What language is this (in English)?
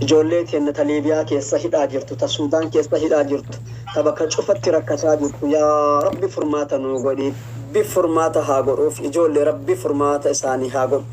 Oromo